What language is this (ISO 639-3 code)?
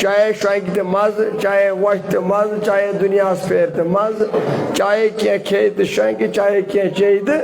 kas